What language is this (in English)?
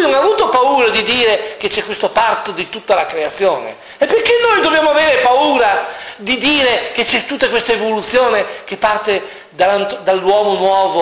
Italian